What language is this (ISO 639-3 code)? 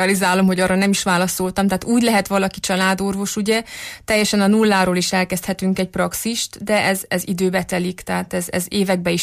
hun